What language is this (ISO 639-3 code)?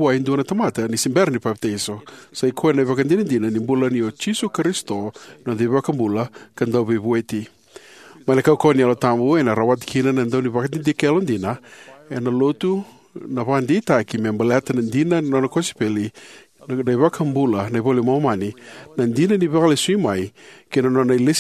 fij